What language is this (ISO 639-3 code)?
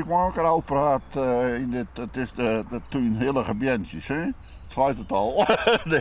fry